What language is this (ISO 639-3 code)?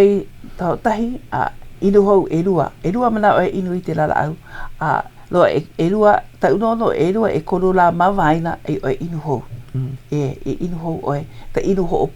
haw